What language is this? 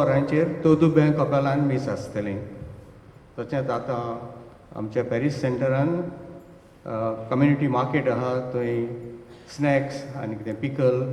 Konkani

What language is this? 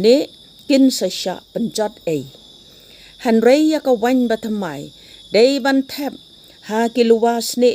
Khasi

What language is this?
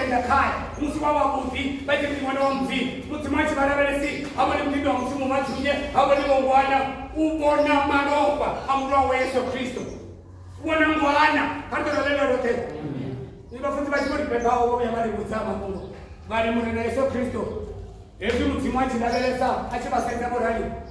Venda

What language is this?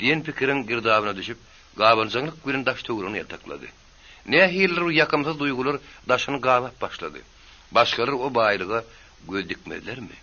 Turkmen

